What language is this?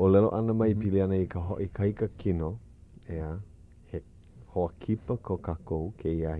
Hawaiian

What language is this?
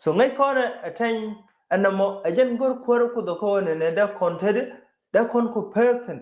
Nuer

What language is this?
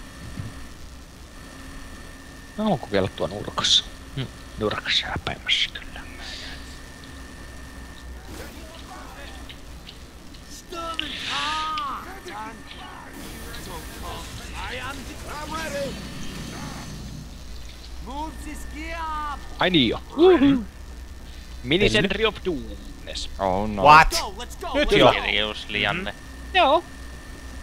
Finnish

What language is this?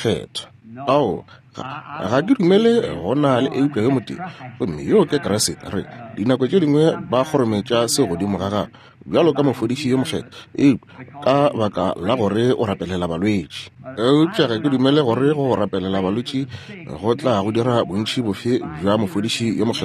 Northern Sotho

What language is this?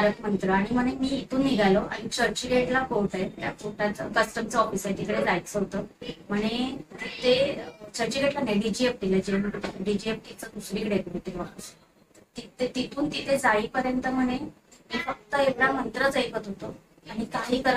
Marathi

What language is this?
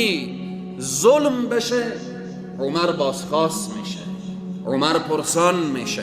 Persian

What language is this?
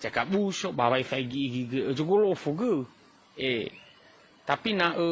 Nias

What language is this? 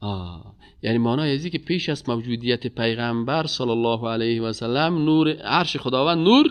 Persian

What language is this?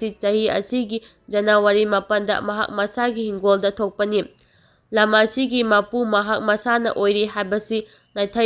Manipuri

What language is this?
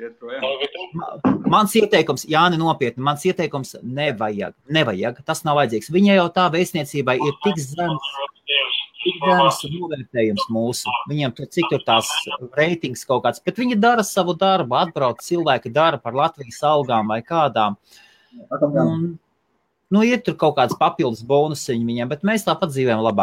Latvian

